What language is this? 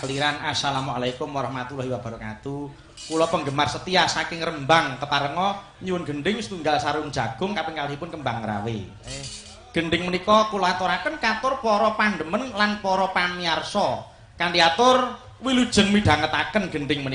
Javanese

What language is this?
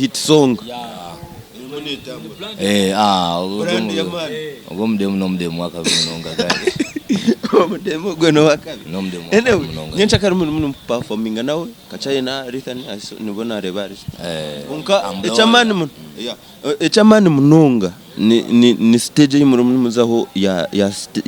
Nyankole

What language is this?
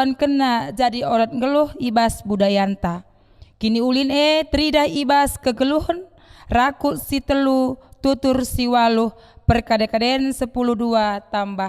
Batak Karo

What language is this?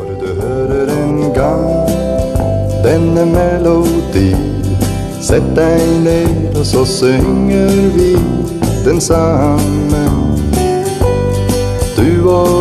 Norwegian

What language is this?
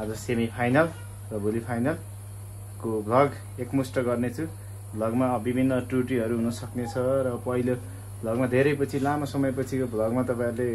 Nepali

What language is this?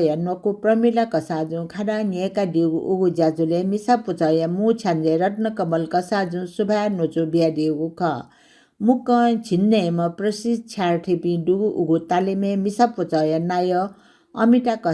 Newari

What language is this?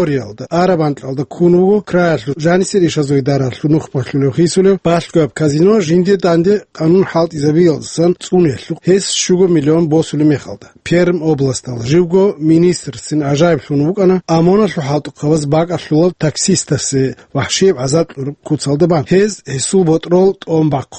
Avaric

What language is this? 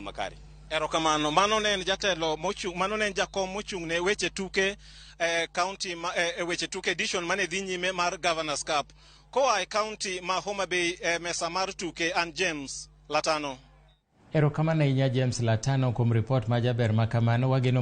Luo (Kenya and Tanzania)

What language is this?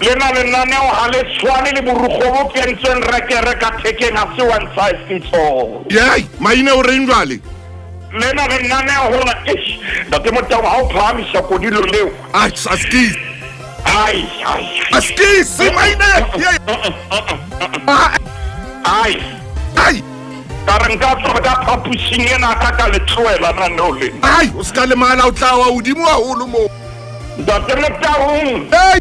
Southern Sotho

